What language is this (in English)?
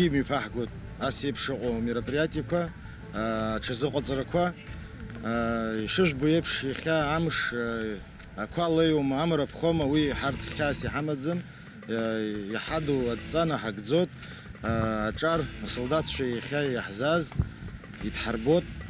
Abkhazian